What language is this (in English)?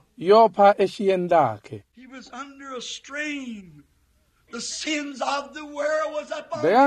Swati